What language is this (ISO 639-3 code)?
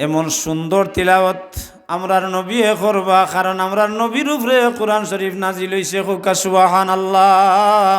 syl